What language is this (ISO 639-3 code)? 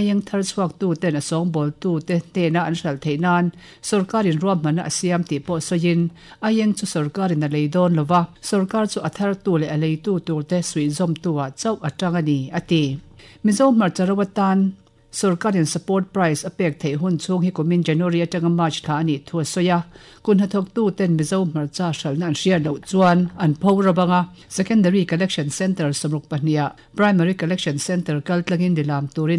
lus